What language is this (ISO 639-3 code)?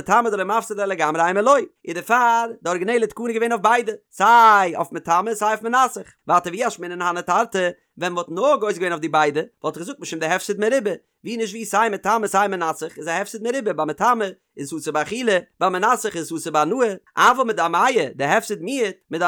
yid